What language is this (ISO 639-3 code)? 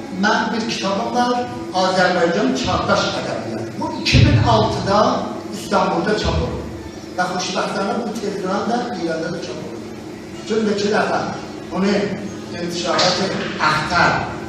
azb